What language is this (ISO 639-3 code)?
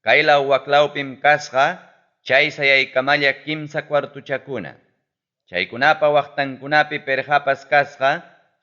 quy